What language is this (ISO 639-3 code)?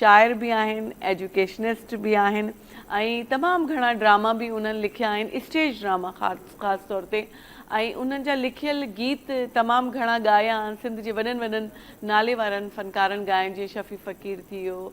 snd